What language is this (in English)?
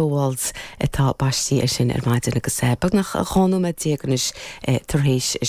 Irish